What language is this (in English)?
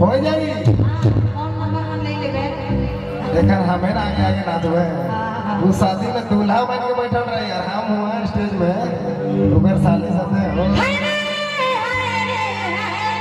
Sadri